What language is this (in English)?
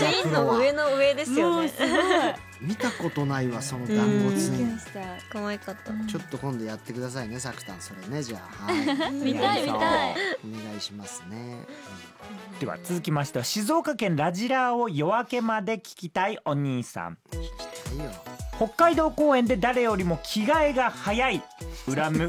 Japanese